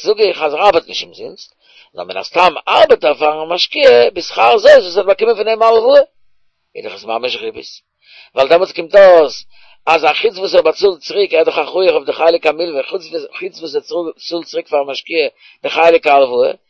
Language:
Yiddish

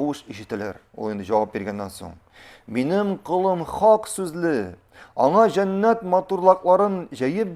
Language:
Tatar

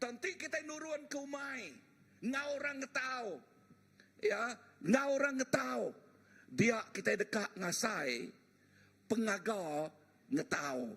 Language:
Iban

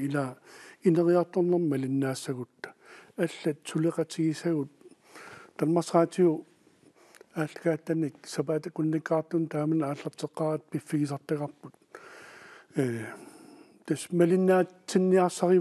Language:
Kalaallisut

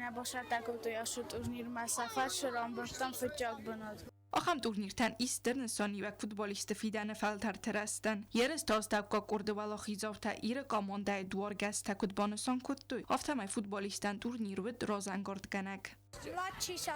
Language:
Ossetic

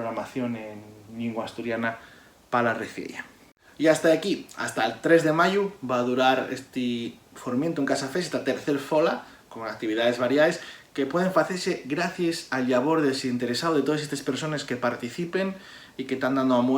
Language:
Asturian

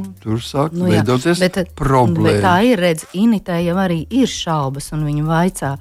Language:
Latvian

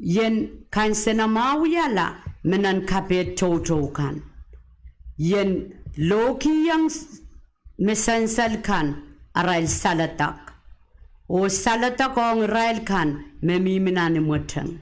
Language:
Pohnpeian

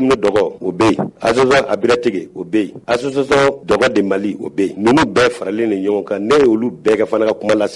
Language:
Bambara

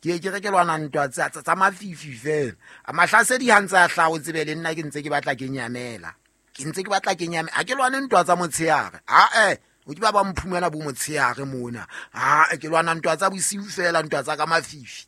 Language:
Southern Sotho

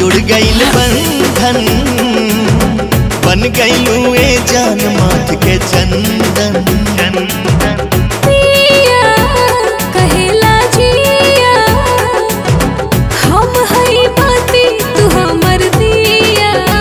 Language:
Bhojpuri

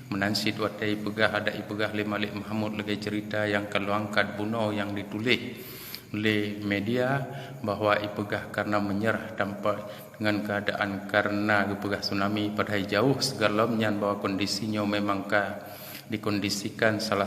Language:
Achinese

